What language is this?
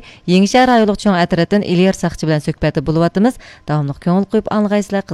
Uyghur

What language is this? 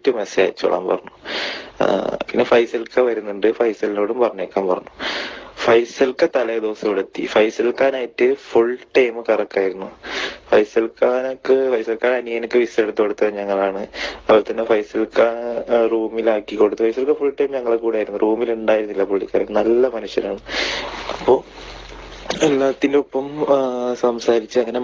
Malayalam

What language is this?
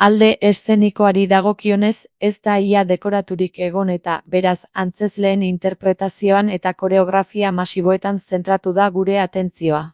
Basque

